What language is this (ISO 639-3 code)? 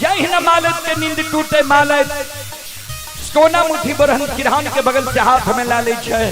mai